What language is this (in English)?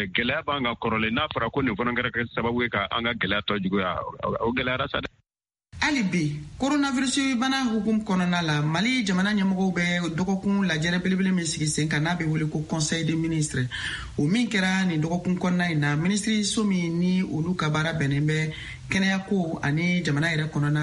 Bambara